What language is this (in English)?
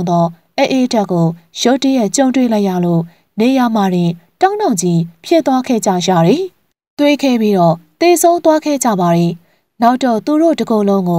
Burmese